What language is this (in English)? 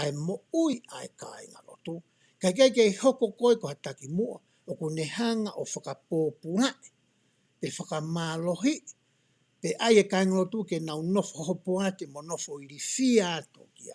Tongan